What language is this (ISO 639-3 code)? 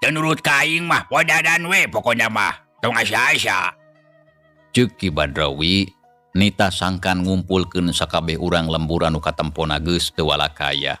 sun